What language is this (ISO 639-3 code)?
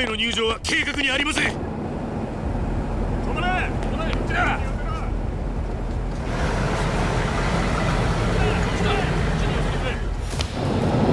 jpn